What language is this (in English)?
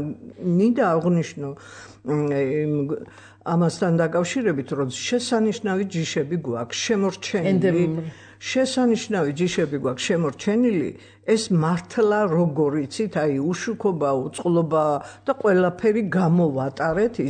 Georgian